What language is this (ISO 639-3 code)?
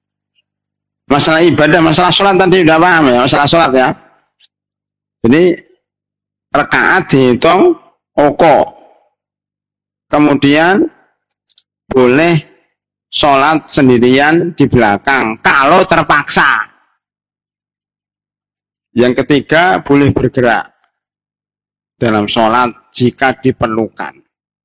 ind